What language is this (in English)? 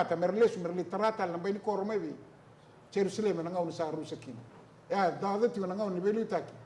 Fijian